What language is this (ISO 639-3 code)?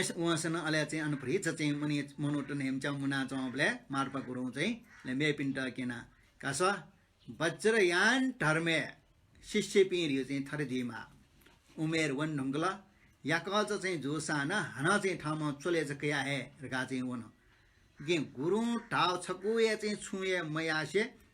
new